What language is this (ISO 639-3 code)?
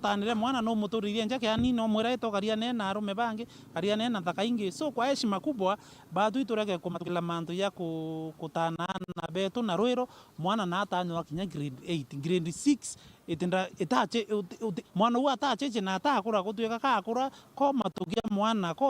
mer